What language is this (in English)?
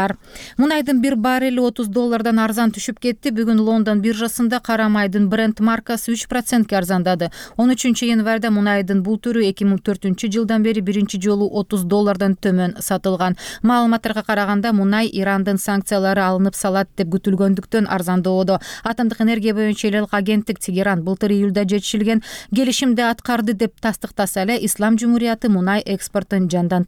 Kyrgyz